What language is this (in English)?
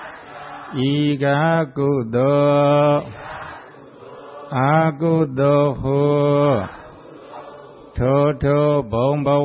Burmese